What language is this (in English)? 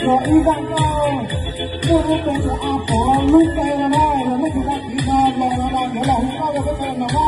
Hmong